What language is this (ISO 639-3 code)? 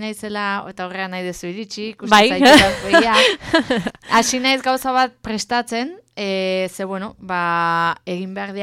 eus